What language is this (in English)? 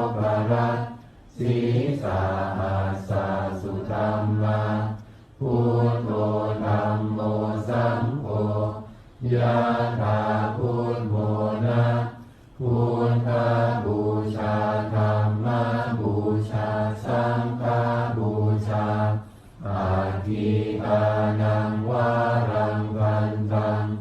Pali